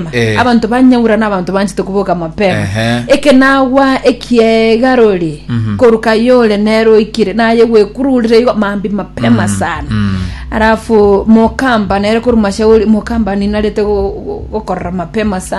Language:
Gusii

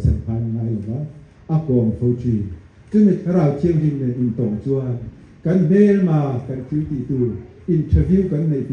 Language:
Mizo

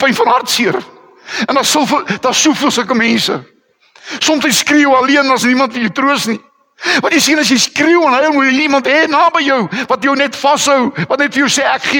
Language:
Afrikaans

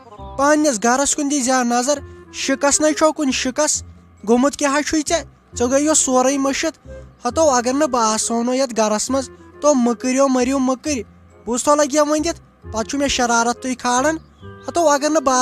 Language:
Kashmiri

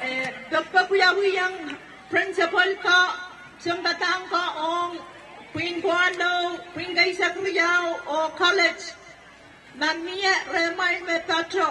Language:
Pohnpeian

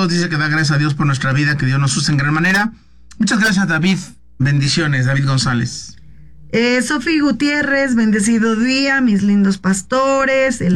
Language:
Spanish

